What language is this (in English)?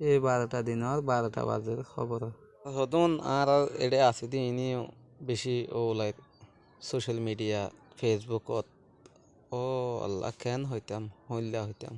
Rohingya